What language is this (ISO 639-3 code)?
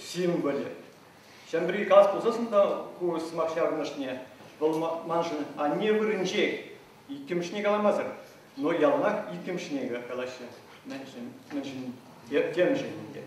chv